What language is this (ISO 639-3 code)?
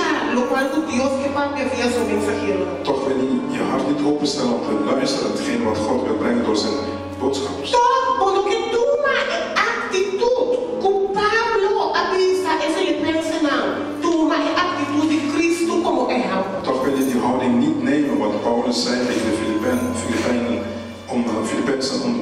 pap